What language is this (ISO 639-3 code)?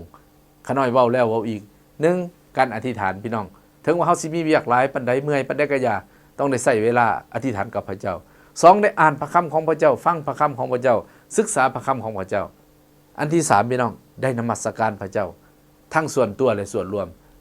lao